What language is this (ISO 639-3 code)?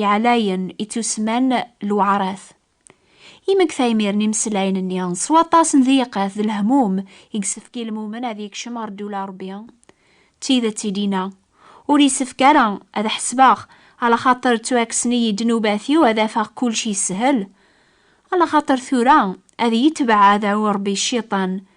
kab